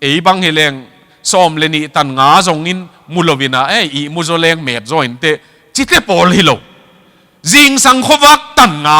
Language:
Tedim Chin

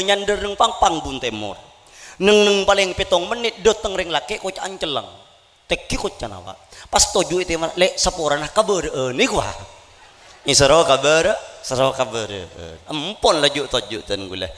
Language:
Madurese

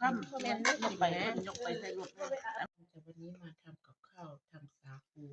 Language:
Lao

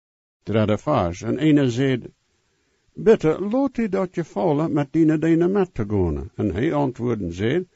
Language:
Plautdietsch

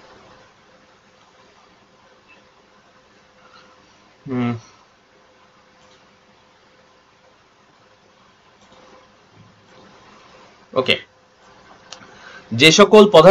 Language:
Bangla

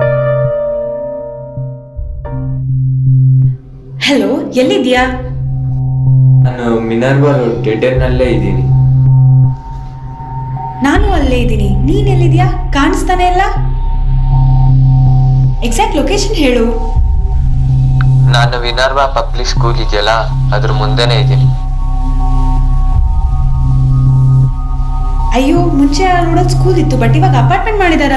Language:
Kannada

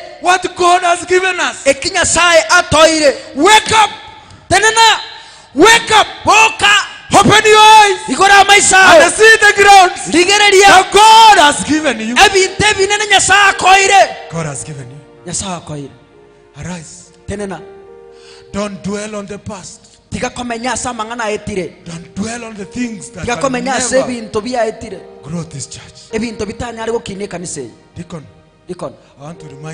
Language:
Gusii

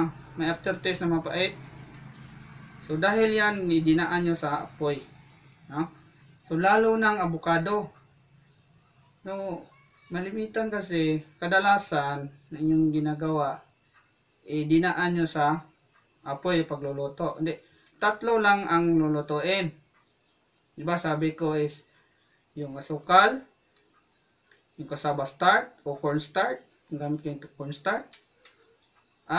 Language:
Filipino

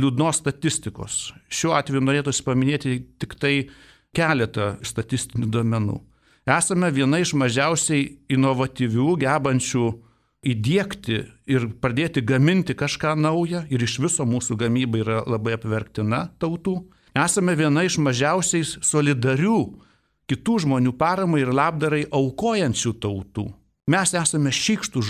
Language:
Lithuanian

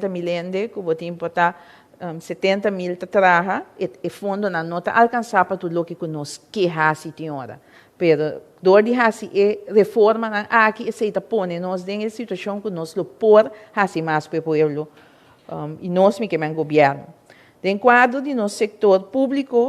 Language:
Papiamento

